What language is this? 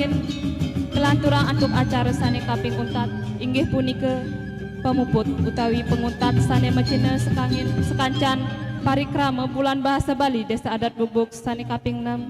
Balinese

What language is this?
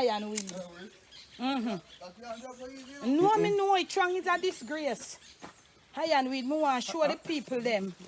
Jamaican Creole English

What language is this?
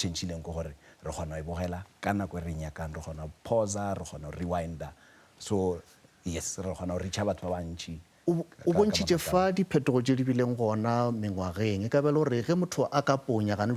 Northern Sotho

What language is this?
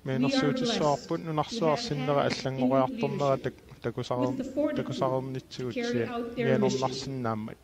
Kalaallisut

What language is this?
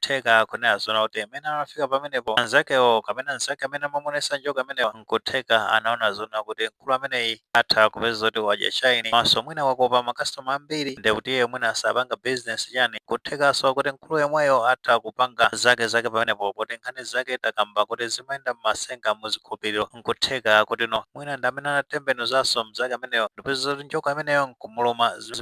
Nyanja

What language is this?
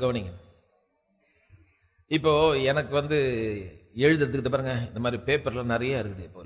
Tamil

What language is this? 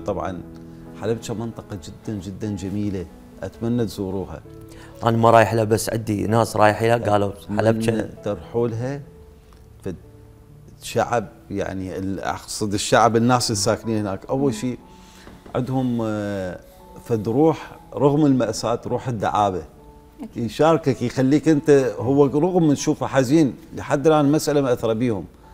Mesopotamian Arabic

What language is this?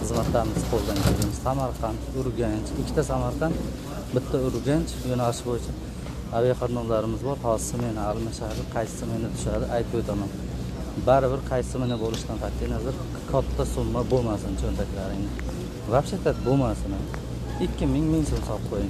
Uzbek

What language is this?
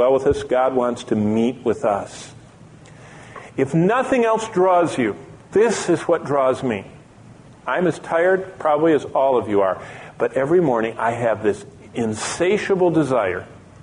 English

